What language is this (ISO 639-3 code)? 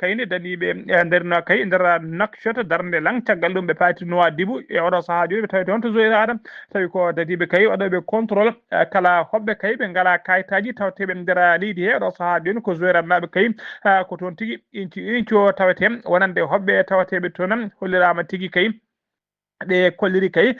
ful